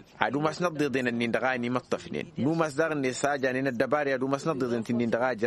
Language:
Tamasheq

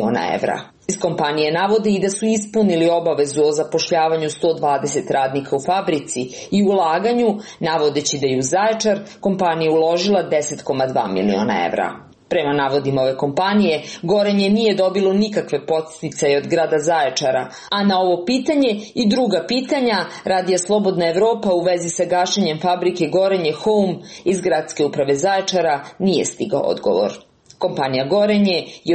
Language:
Serbian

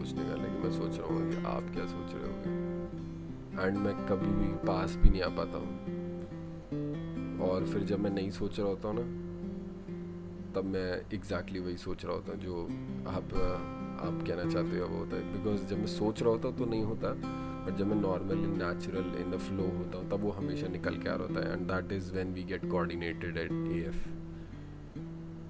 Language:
Hindi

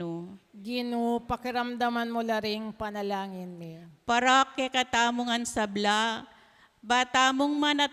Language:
Pampanga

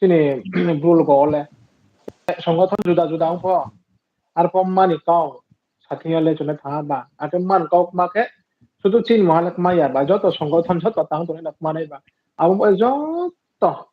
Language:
Riang (India)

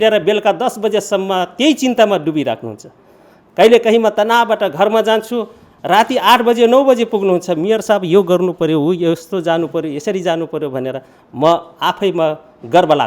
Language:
Nepali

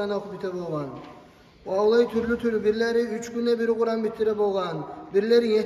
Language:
Kumyk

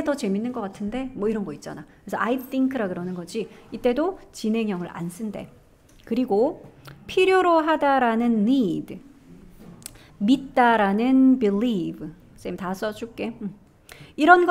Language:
Korean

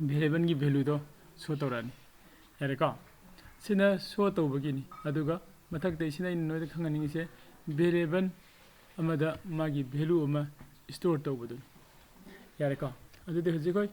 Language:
Manipuri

